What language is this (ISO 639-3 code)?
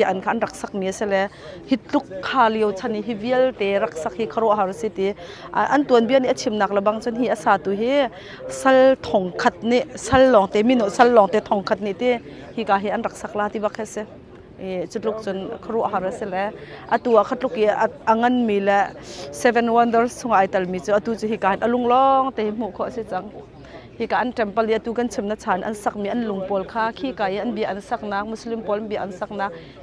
cnh